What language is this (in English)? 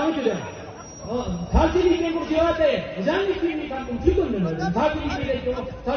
Tibetan